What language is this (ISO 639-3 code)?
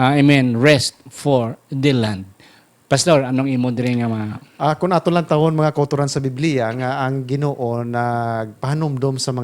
hil